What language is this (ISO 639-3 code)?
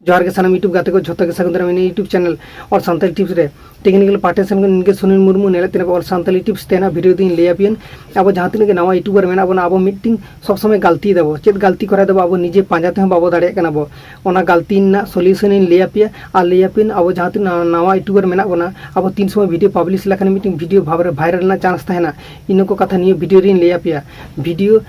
sat